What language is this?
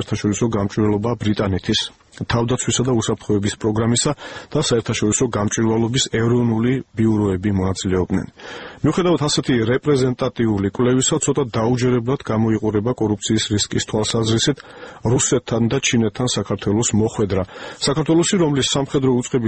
Georgian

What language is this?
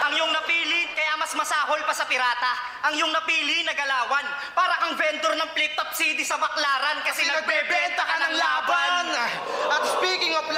Filipino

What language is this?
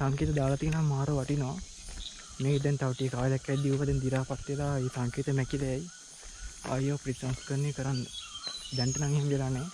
Sinhala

